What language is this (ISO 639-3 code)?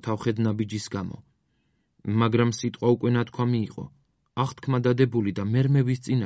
kat